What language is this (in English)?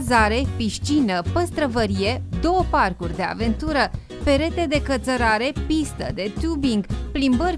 Romanian